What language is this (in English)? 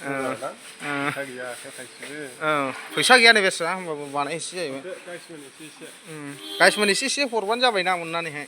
Bodo